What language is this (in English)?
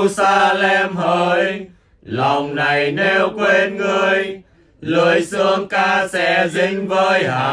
Vietnamese